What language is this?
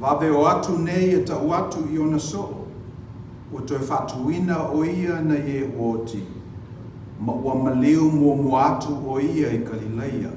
Samoan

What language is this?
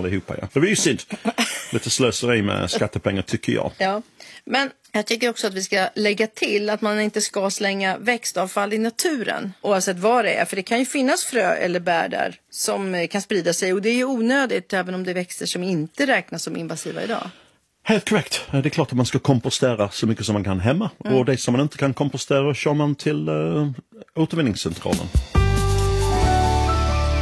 Swedish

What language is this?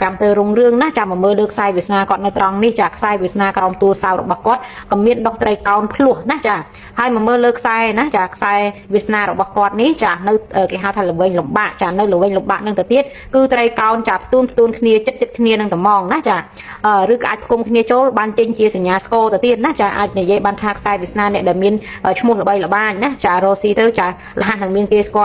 Khmer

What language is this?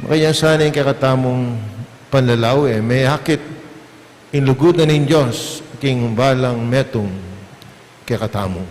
Pampanga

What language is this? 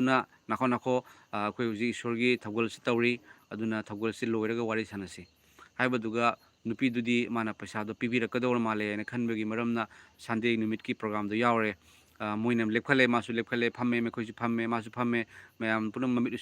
Manipuri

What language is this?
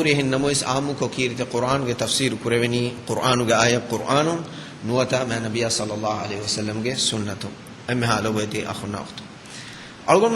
Divehi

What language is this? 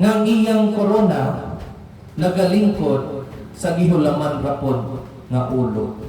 Cebuano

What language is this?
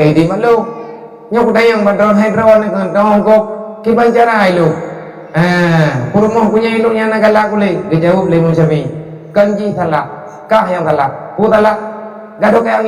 Achinese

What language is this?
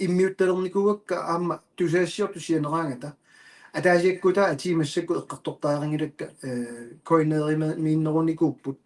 Kalaallisut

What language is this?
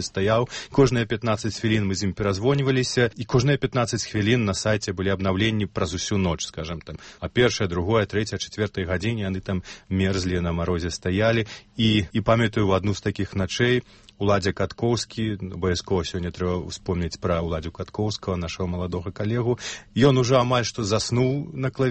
Belarusian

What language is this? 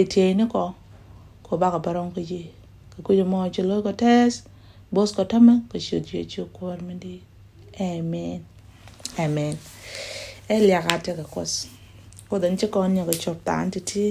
Nuer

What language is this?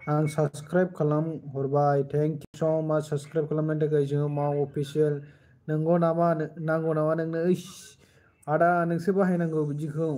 Bodo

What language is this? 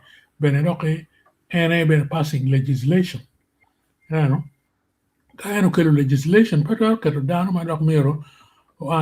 Acoli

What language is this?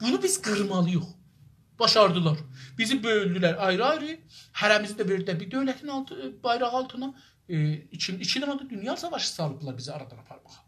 South Azerbaijani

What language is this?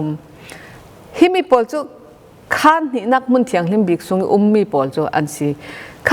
Falam Chin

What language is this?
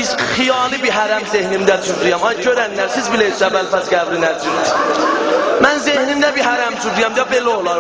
South Azerbaijani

